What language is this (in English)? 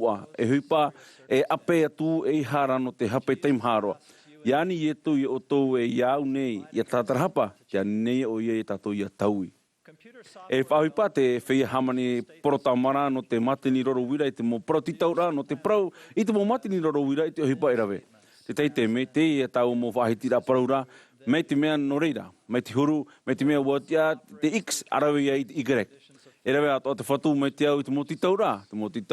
Tahitian